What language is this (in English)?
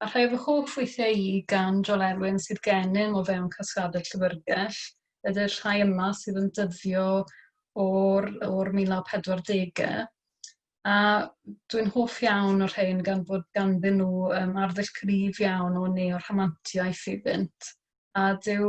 Welsh